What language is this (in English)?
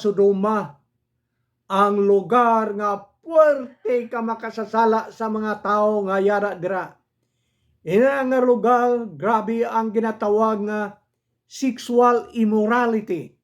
Hiligaynon